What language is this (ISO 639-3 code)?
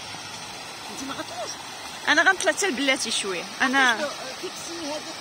ary